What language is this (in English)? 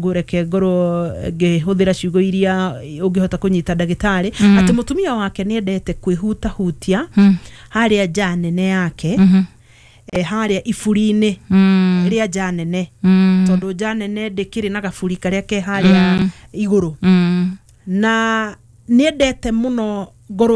Kikuyu